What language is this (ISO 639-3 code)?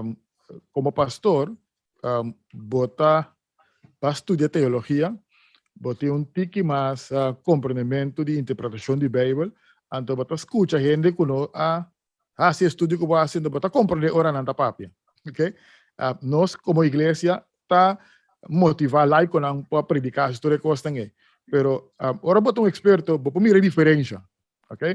pap